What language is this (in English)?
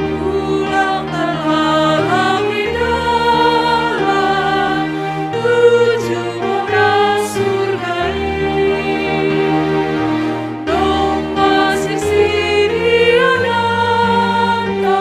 Batak Simalungun